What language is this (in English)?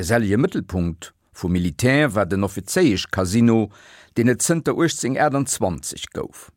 Luxembourgish